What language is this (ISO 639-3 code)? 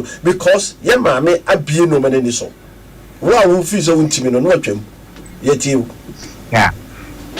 aka